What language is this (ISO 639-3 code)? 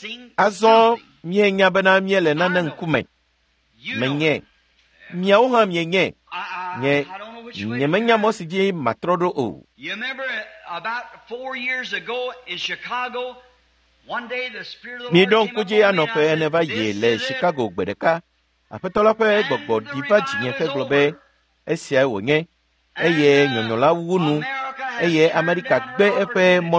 ewe